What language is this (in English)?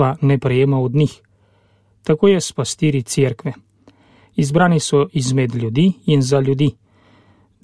Slovenian